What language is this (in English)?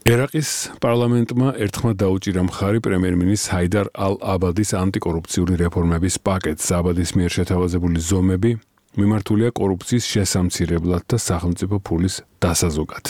Georgian